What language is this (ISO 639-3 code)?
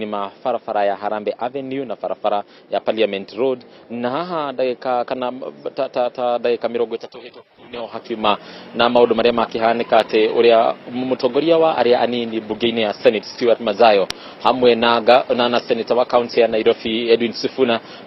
kik